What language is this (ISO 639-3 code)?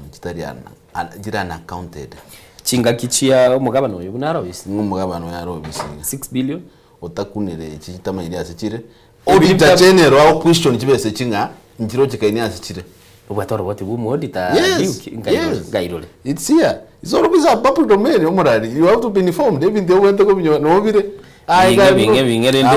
guz